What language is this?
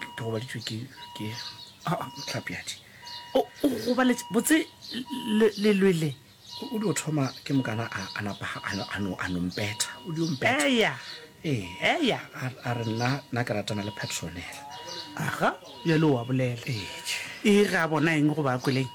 Northern Sotho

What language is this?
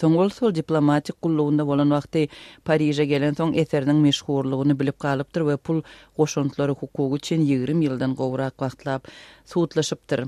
Turkmen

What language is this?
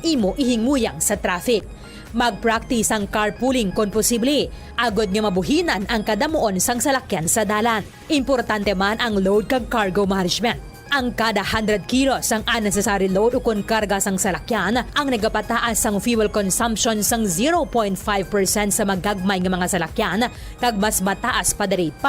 Hiligaynon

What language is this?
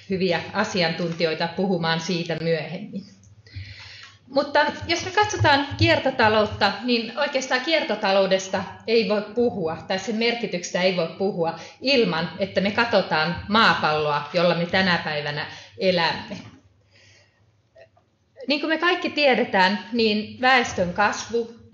Finnish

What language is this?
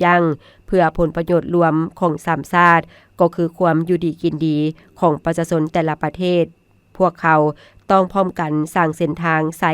Lao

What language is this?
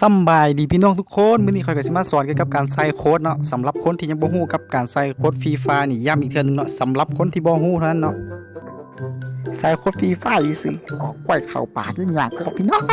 Lao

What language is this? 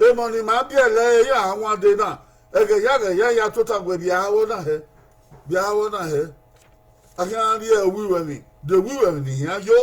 Bini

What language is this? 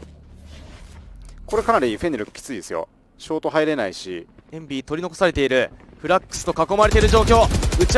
Japanese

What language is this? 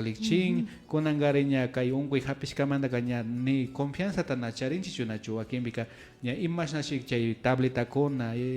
Imbabura Highland Quichua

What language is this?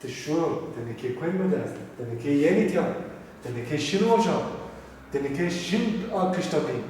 Zaza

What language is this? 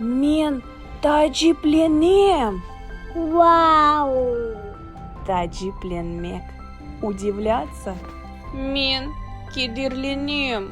Crimean Tatar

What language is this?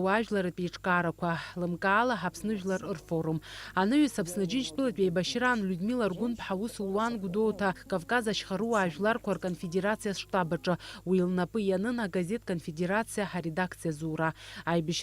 Abkhazian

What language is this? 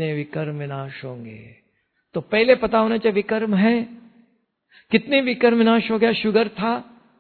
Hindi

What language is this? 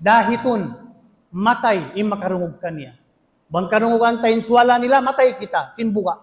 Tausug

